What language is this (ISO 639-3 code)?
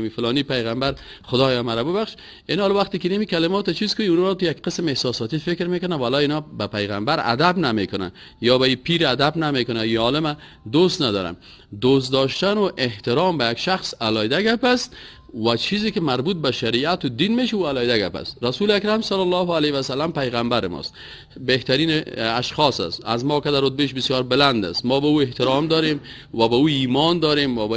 fas